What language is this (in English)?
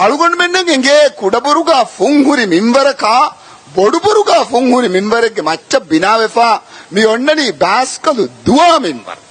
Divehi